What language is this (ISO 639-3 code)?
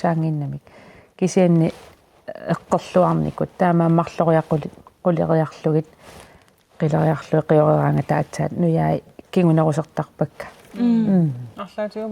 kal